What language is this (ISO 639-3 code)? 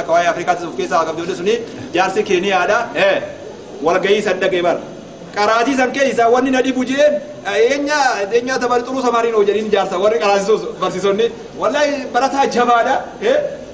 orm